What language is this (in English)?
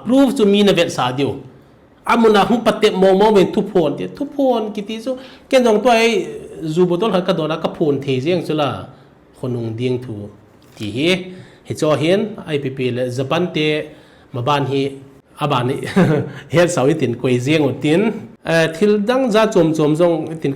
Thado Chin